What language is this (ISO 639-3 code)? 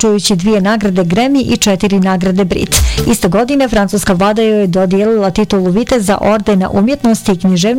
bos